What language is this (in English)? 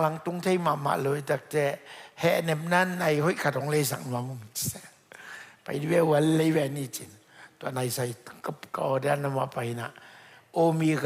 Tedim Chin